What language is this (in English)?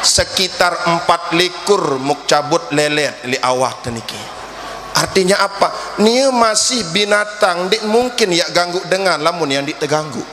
Sasak